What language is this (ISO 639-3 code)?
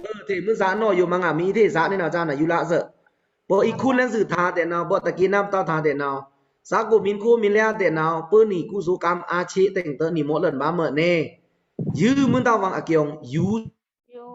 blk